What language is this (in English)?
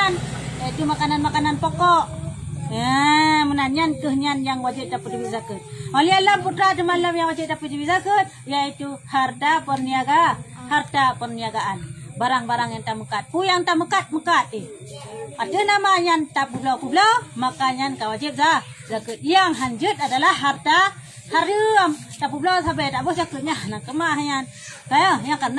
Achinese